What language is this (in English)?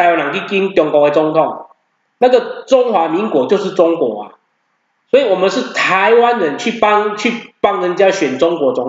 Chinese